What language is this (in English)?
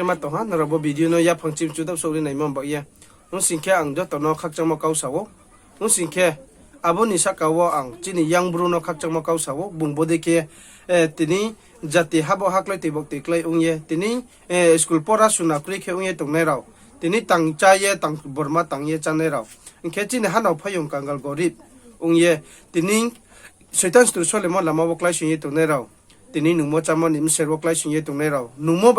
Riang (India)